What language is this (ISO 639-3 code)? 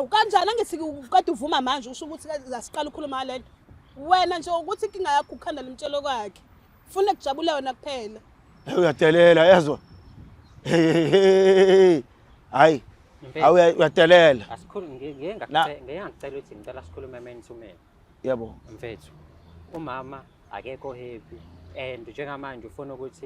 zul